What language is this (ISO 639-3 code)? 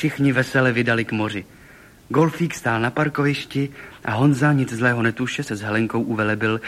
ces